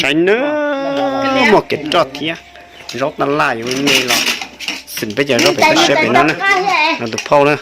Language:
Hmong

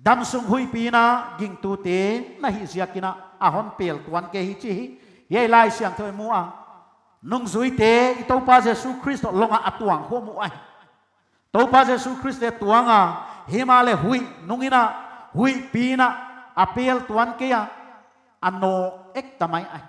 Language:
Paite Chin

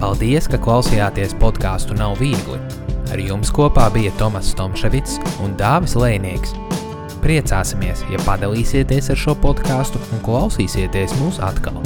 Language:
Latvian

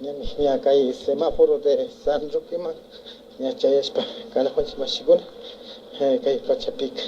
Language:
Imbabura Highland Quichua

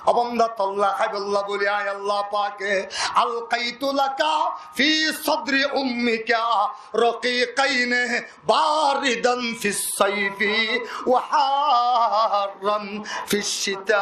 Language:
Rohingya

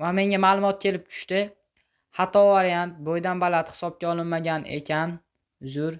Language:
Uzbek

